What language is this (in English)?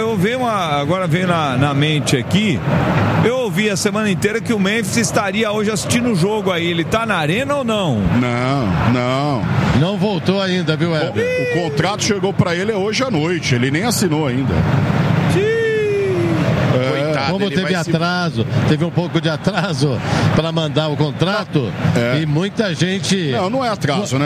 Portuguese